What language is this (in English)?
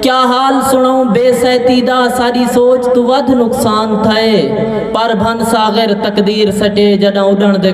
Saraiki